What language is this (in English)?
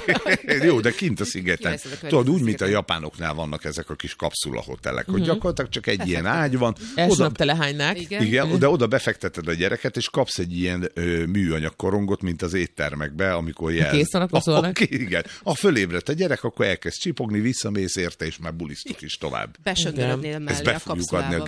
Hungarian